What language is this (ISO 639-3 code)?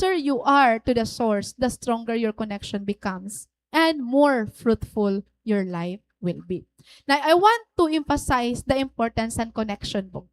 war